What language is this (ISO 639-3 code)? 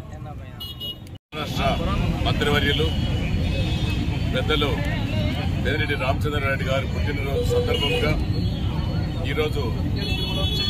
tel